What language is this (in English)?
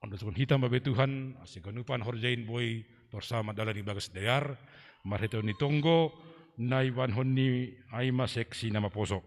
Batak Simalungun